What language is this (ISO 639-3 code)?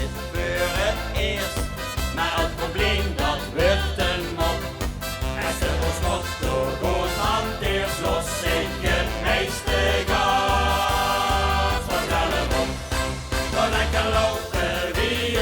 lim